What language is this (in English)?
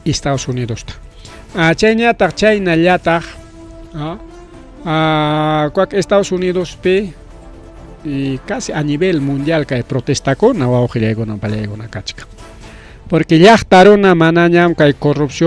Ayacucho Quechua